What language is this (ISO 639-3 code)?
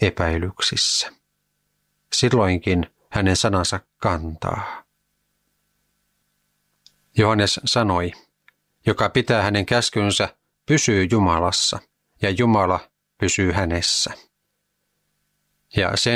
fin